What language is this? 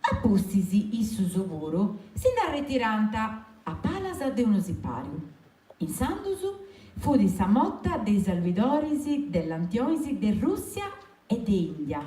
Sardinian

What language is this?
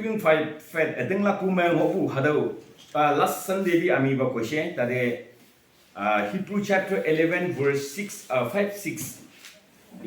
Naga Pidgin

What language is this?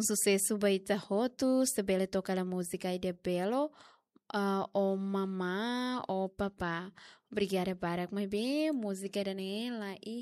Tetum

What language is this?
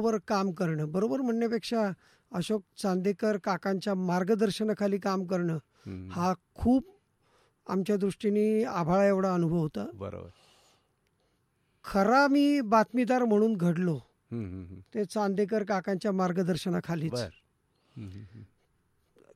Marathi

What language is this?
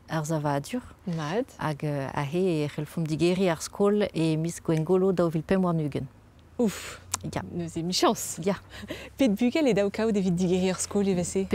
Breton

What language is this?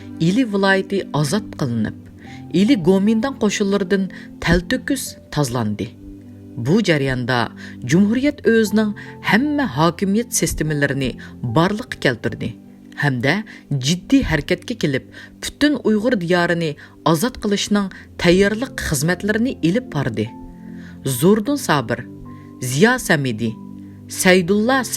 Uyghur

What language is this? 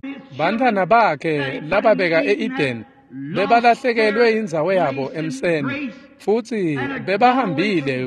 Swati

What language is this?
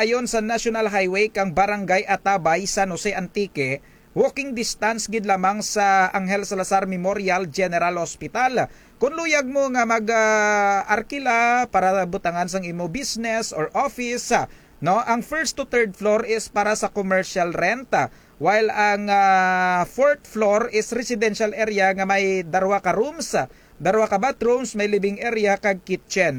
Kinaray-a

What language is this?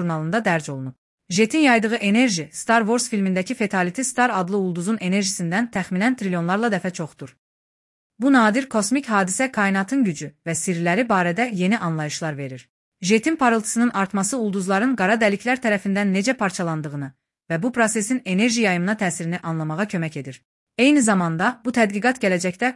Azerbaijani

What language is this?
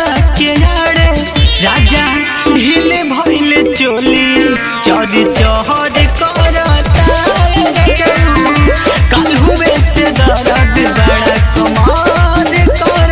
Bhojpuri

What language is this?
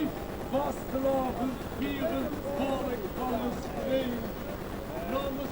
Limburgish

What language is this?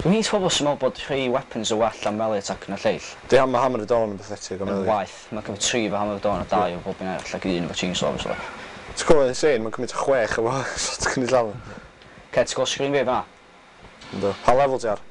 Welsh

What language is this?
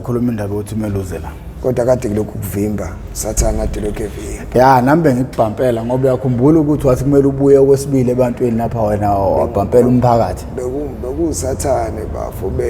Zulu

